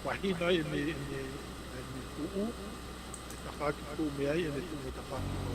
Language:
Tongan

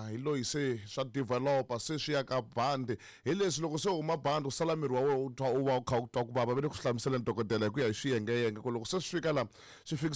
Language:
Tsonga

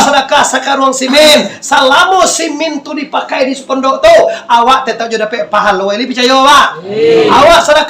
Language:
Minangkabau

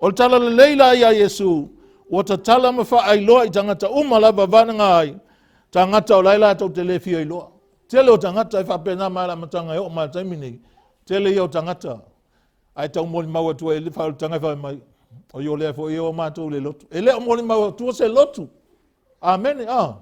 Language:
Samoan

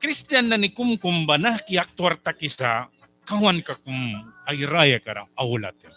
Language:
Mískito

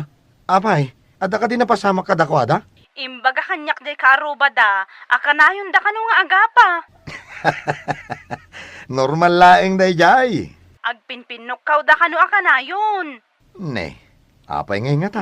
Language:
Iloko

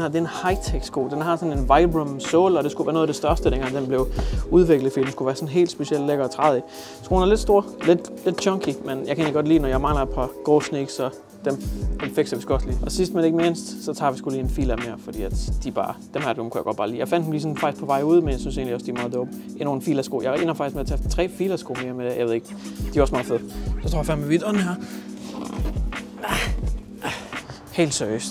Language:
Danish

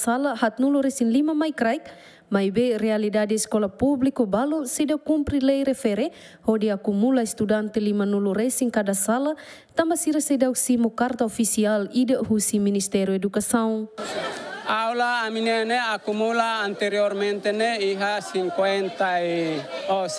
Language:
Tetum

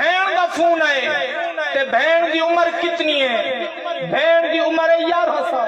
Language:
Saraiki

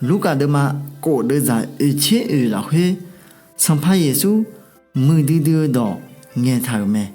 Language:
Akha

